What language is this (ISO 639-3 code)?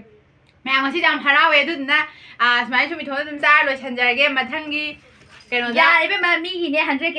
mni